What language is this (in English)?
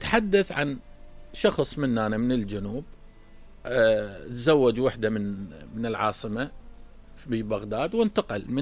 Mesopotamian Arabic